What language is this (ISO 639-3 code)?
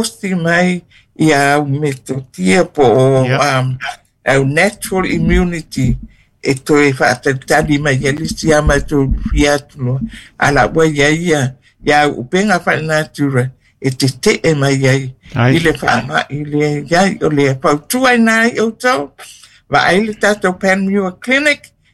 smo